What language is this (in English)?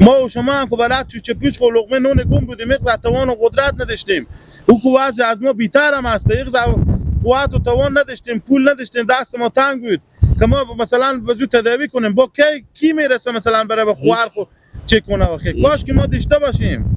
Persian